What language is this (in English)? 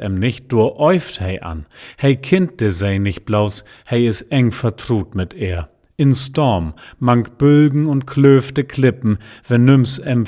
Low German